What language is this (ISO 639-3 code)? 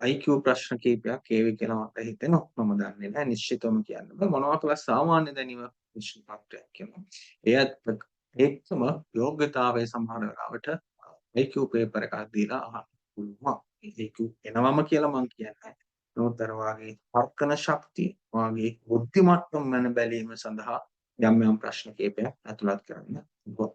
sin